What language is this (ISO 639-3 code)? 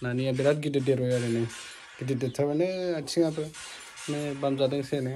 brx